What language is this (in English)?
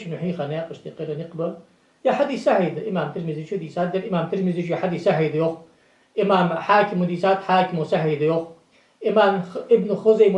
Ingush